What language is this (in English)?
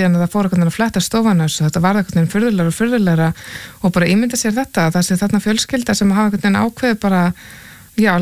Icelandic